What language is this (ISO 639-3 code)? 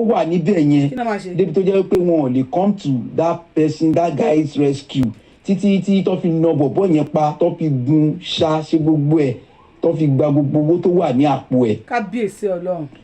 yor